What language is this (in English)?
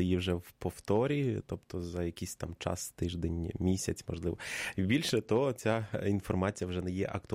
Ukrainian